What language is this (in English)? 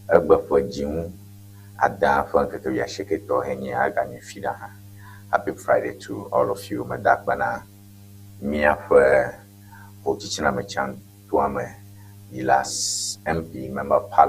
Ewe